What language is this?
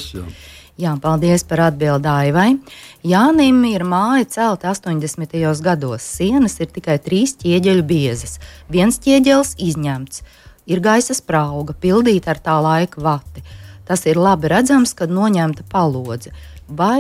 Latvian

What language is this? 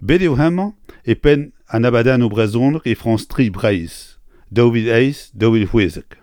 Breton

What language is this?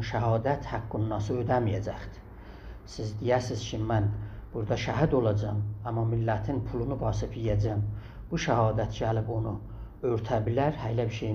South Azerbaijani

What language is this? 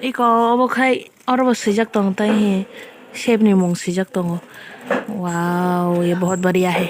Kok Borok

